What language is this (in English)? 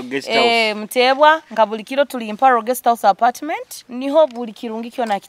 Nyoro